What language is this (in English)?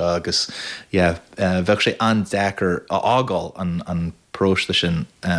Irish